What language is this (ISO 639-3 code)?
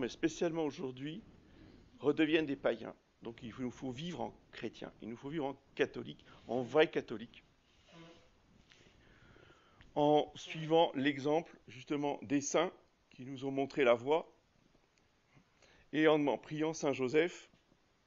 fra